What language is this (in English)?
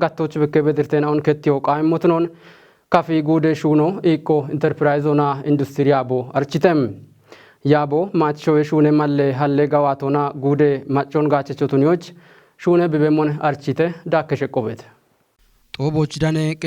Kafa